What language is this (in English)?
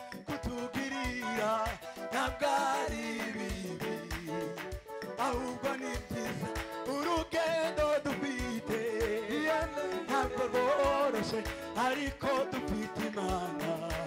Kinyarwanda